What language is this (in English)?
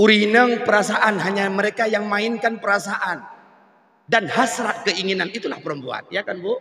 Achinese